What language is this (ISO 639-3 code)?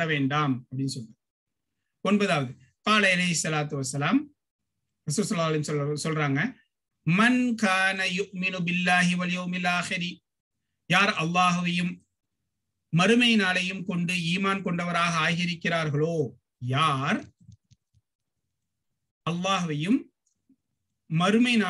tam